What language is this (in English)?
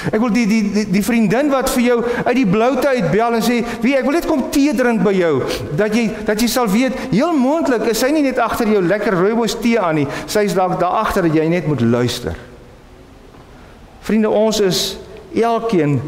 Afrikaans